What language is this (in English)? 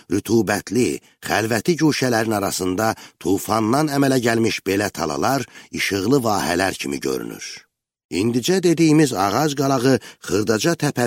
Azerbaijani